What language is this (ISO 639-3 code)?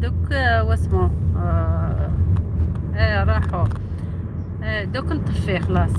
arq